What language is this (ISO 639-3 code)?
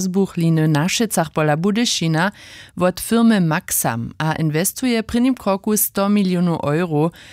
hsb